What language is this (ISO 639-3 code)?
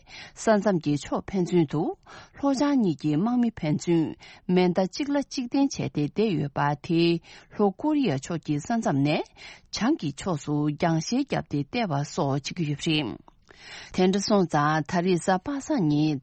bod